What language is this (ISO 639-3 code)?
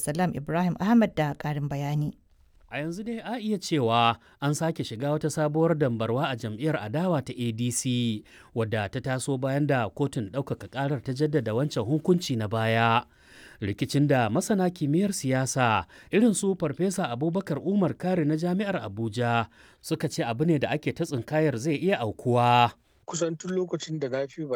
hau